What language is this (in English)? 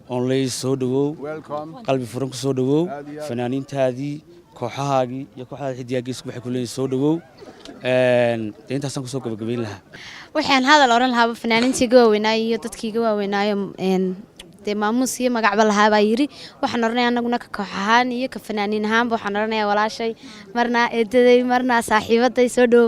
Somali